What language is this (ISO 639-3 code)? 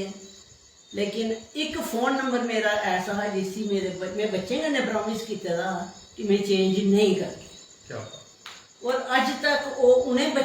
doi